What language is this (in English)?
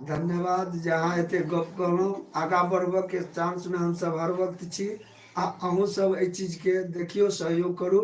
Maithili